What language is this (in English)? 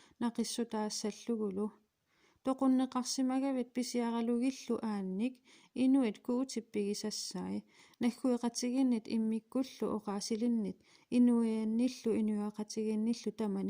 Kalaallisut